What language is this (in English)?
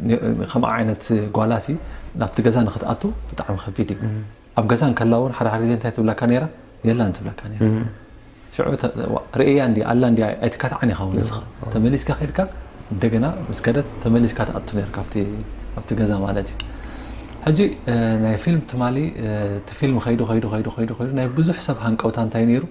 Tigrinya